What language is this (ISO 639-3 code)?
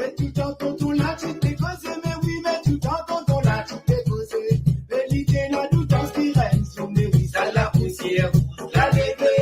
mfe